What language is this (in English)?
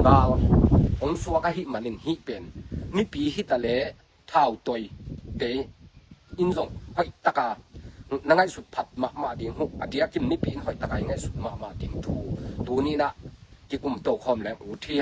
Tedim Chin